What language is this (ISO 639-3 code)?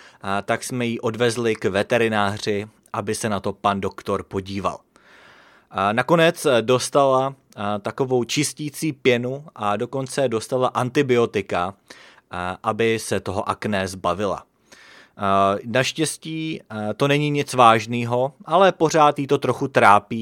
ces